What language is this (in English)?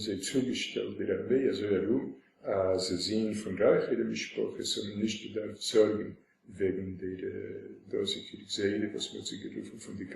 Yiddish